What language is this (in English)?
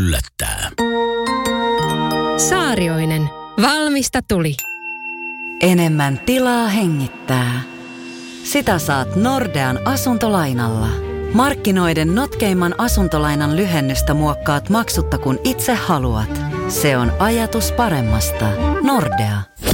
Finnish